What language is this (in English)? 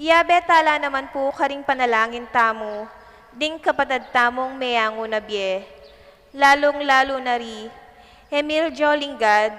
Pampanga